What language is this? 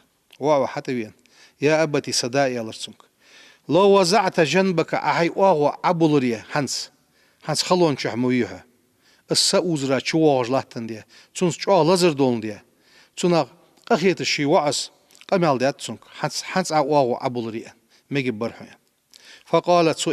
Ingush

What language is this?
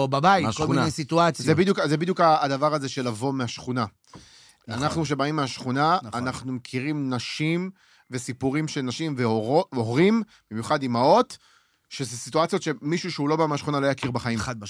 Hebrew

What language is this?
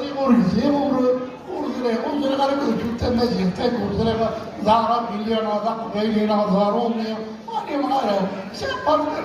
Kabyle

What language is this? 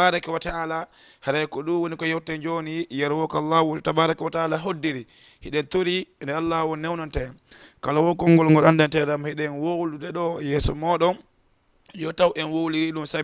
Fula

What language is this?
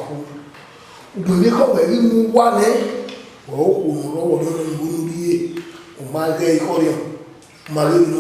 Bini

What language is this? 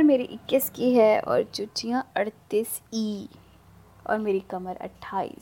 Hindi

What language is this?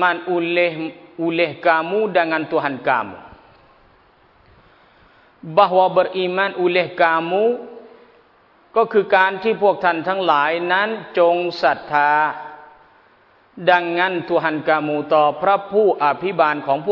Thai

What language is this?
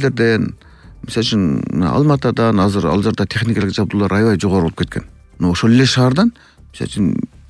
Kyrgyz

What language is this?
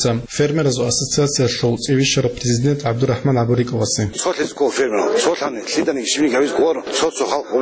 Avaric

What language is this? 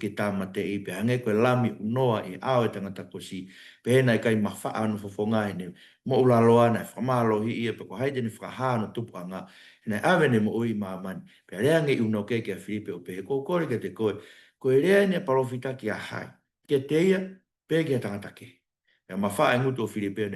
Tongan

